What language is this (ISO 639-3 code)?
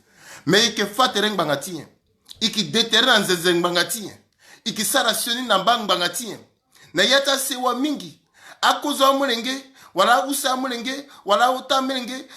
sag